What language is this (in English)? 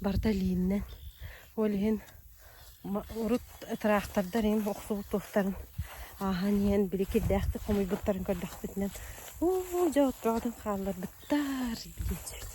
Yakut